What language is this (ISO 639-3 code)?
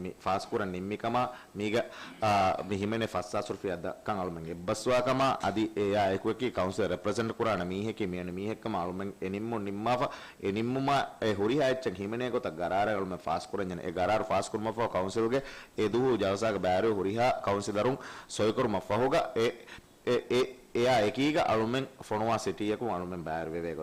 div